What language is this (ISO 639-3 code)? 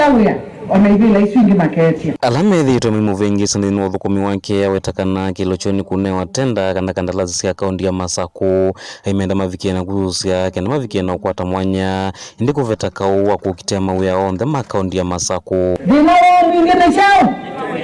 kam